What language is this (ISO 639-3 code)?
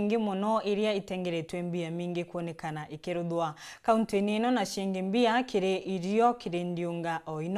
mer